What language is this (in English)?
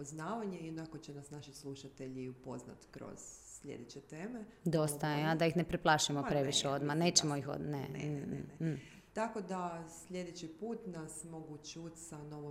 Serbian